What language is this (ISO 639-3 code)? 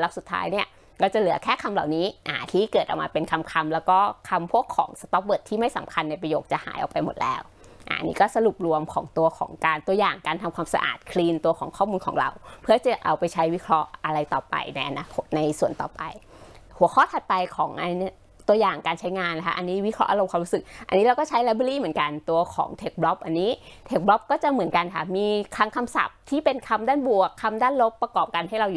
tha